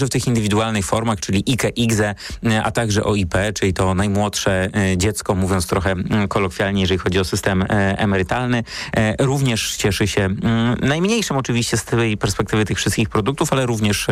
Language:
Polish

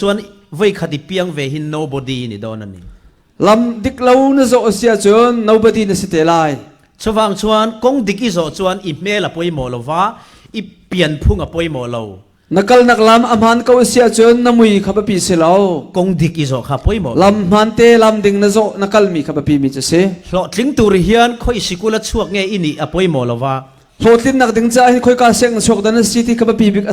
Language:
Falam Chin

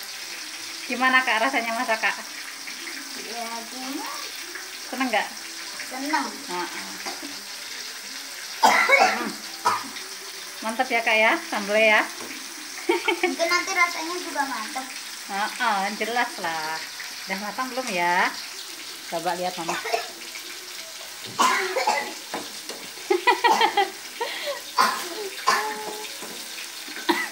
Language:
Indonesian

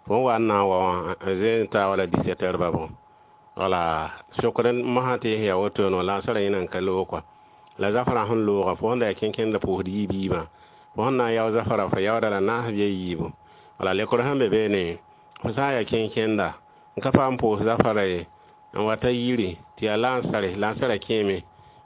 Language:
Mossi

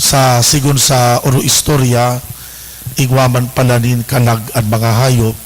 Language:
Bikol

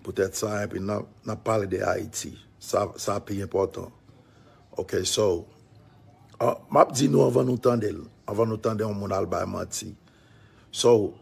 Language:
Haitian Creole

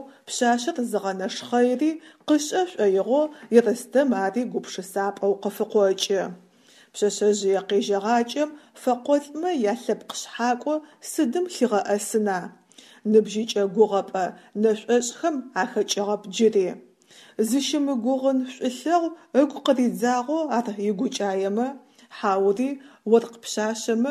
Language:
Adyghe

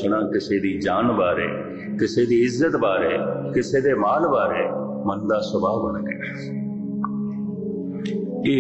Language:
Punjabi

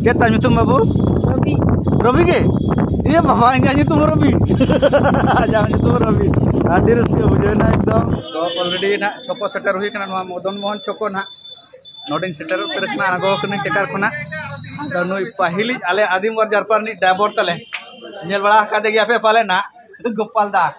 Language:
Santali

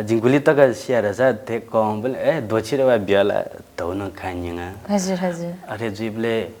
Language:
Newari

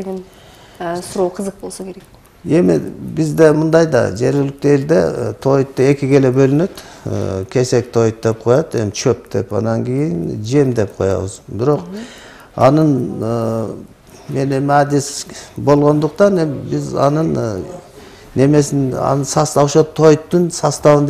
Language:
Kyrgyz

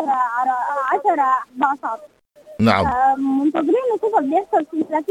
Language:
Sudanese Arabic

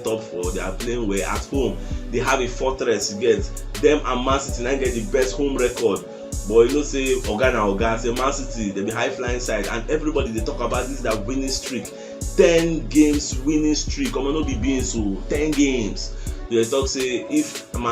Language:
Nigerian Pidgin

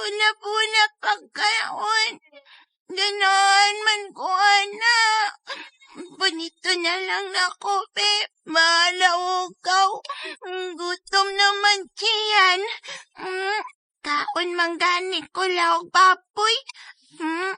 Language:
Cebuano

